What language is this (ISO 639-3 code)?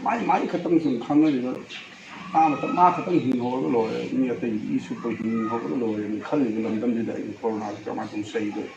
mni